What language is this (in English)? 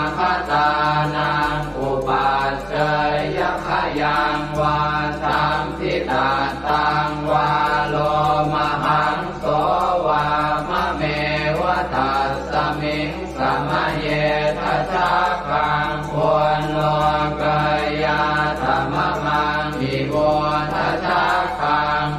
Pali